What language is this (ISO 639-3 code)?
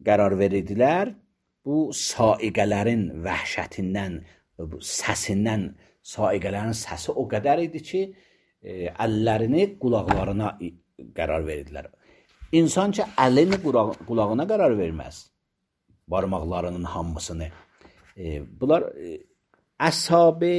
aze